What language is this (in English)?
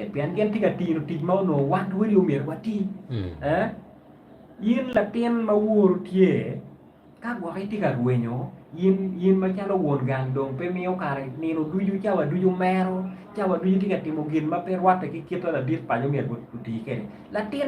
Acoli